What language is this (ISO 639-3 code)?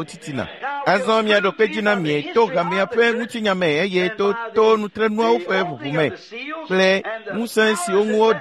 ewe